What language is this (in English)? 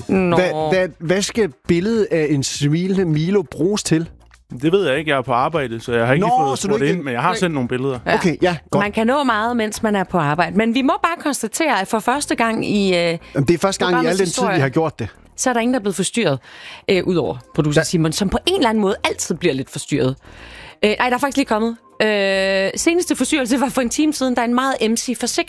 Danish